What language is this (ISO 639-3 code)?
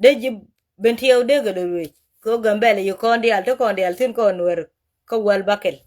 nus